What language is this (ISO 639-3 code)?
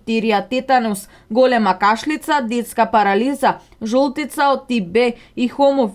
mkd